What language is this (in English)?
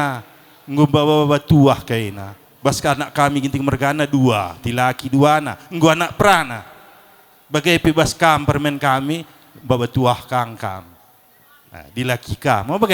Batak Karo